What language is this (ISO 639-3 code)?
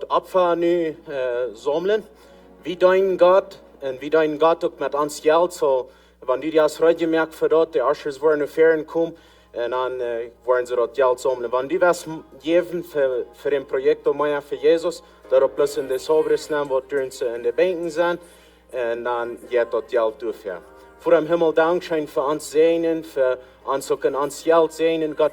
pdt